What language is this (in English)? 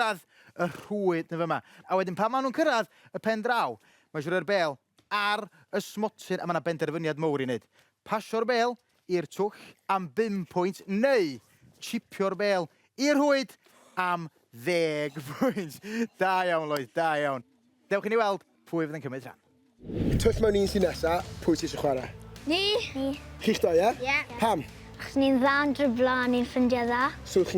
Welsh